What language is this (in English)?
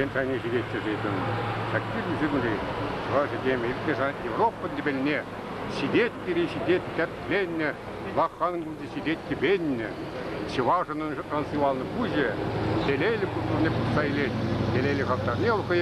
Chuvash